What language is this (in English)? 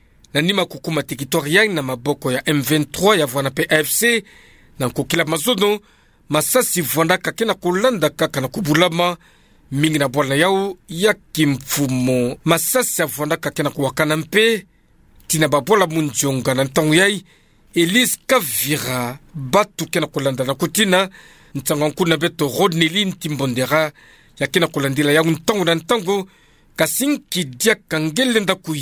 Kituba (Democratic Republic of Congo)